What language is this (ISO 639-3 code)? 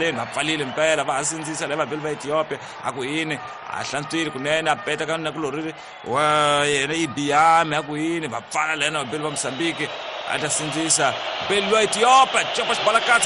tso